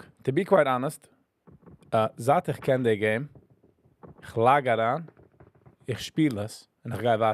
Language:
Yiddish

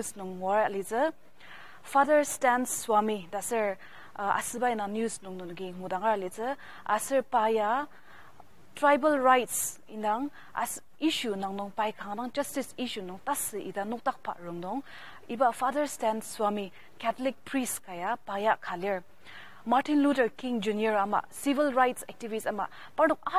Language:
Ao Naga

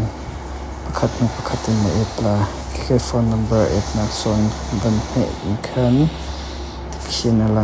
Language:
Hakha Chin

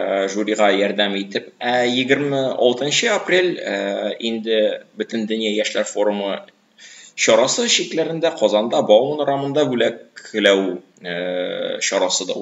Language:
Tatar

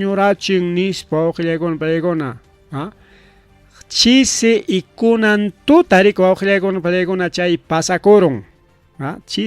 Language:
Ayacucho Quechua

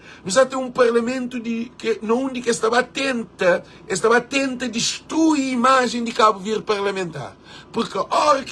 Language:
Kabuverdianu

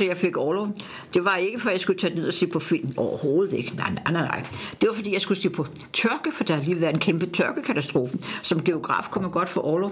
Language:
Danish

